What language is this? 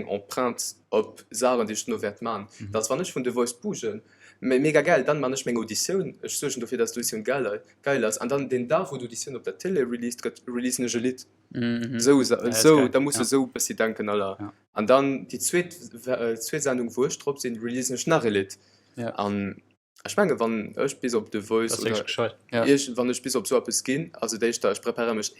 Luxembourgish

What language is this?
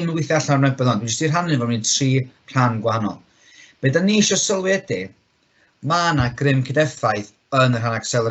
Welsh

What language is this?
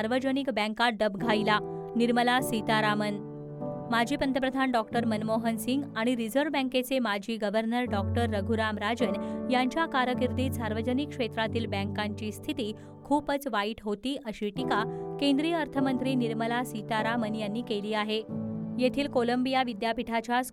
Marathi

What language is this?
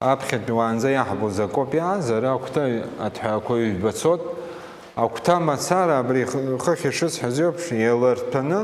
Abkhazian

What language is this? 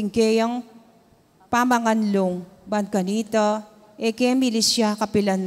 Pampanga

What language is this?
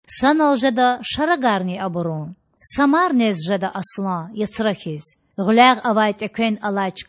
Lezghian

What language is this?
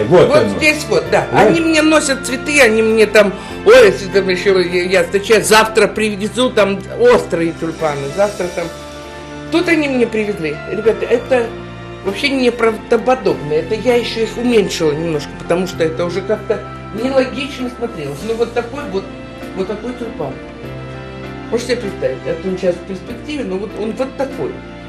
Russian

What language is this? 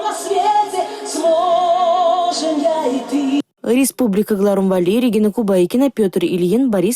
Chuvash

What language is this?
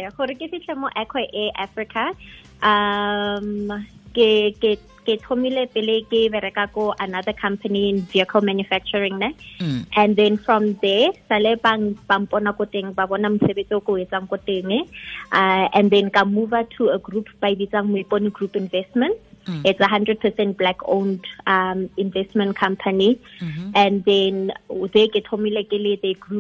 Tswana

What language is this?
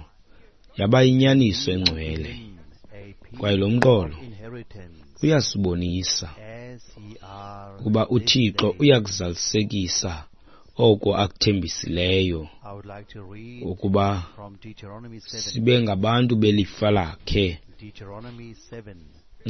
Xhosa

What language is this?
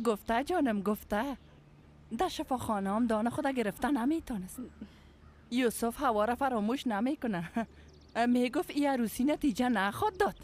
Persian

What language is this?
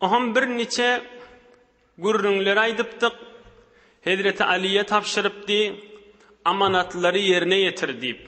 Turkmen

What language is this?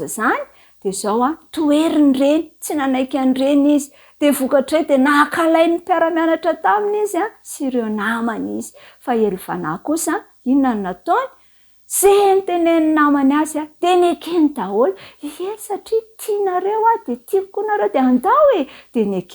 Malagasy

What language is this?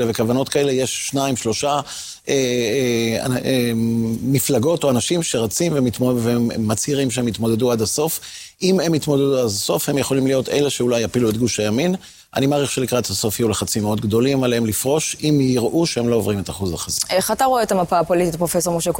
Hebrew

